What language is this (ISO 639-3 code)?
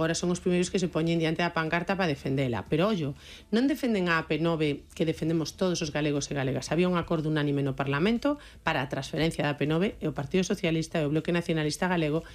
glg